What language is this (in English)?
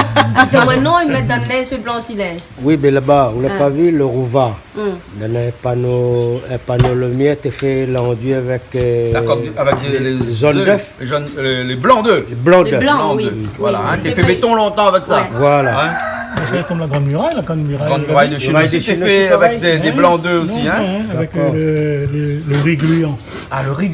Réunion Creole French